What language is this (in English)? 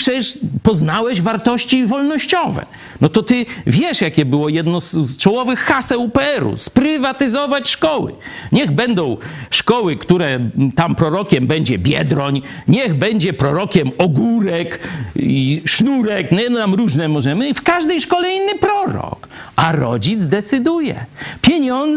Polish